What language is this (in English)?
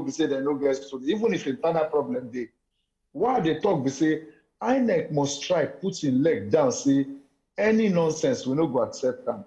Nigerian Pidgin